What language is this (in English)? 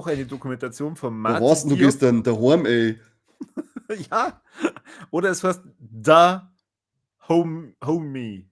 Bavarian